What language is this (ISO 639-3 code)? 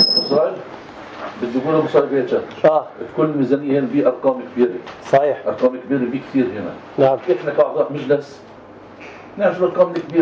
apc